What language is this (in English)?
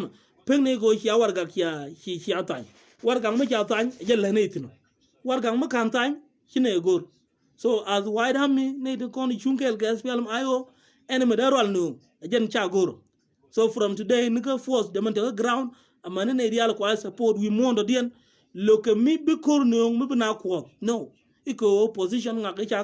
Nuer